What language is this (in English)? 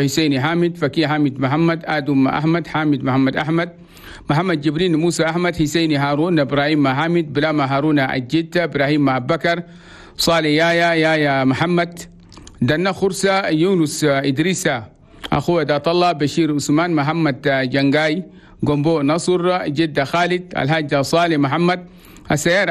Chadian Arabic